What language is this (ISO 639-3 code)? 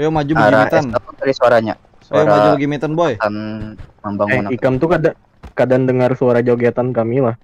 bjn